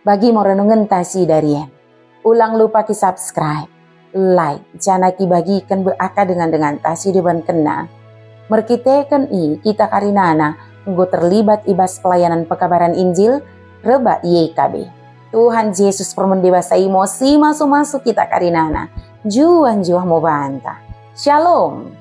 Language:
Batak Dairi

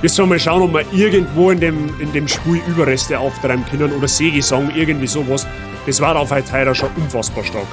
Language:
Bavarian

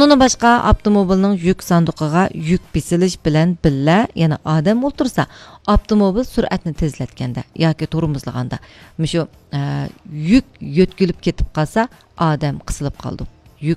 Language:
Uyghur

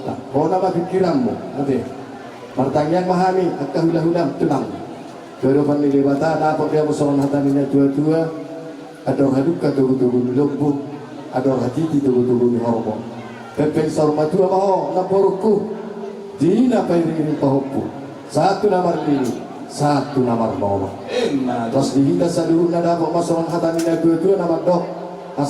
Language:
Batak Toba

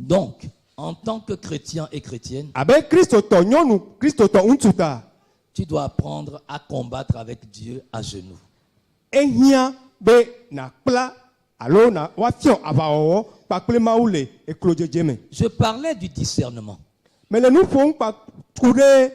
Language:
Ewe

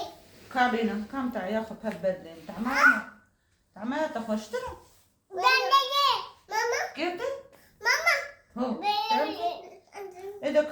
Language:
Kurdish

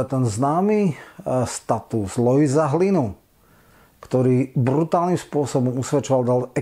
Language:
Slovak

